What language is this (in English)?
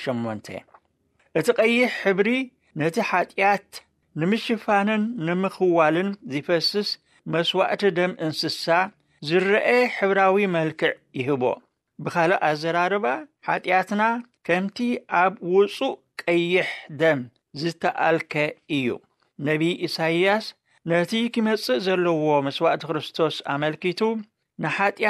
Tigrinya